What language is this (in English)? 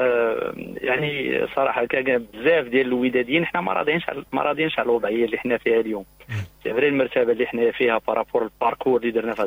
Moroccan Arabic